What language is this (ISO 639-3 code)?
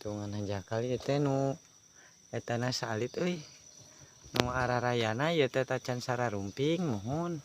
sun